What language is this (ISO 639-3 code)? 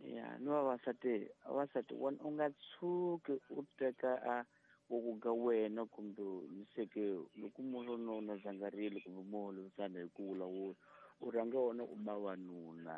tso